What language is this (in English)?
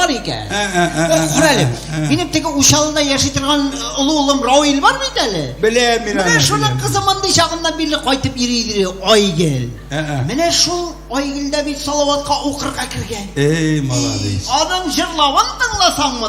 Tatar